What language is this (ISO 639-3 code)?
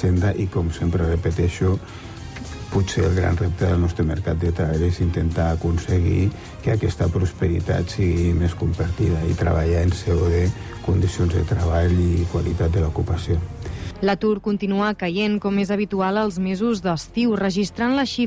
cat